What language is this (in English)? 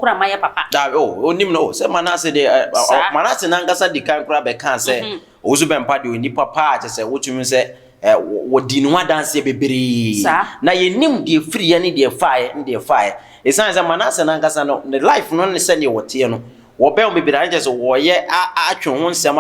Akan